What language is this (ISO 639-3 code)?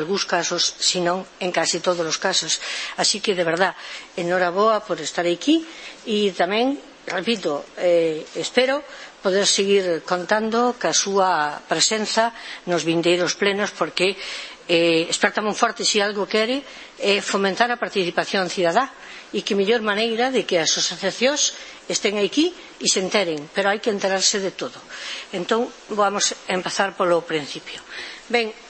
glg